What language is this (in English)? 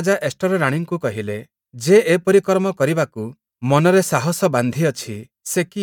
Odia